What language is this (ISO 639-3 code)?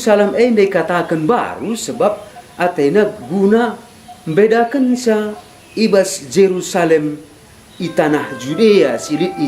btx